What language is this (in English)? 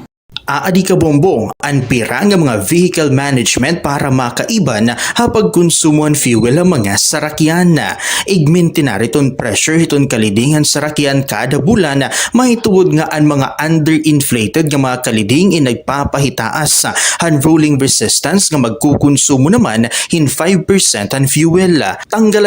Waray